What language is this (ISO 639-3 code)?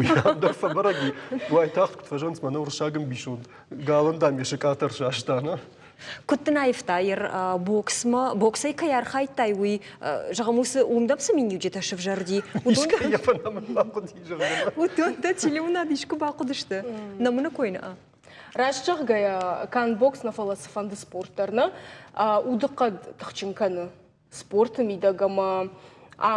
oss